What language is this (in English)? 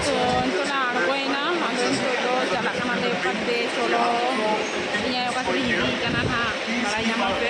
Santali